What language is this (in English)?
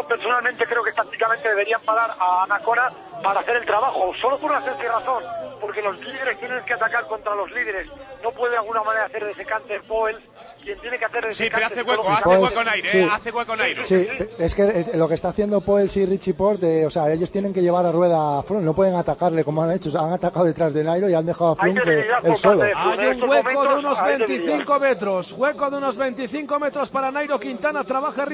Spanish